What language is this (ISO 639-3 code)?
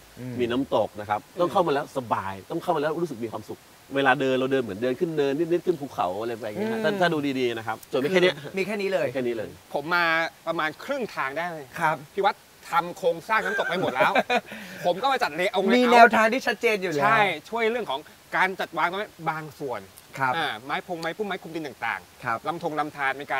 tha